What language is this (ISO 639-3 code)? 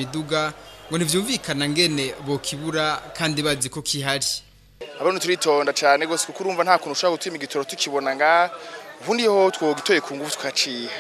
run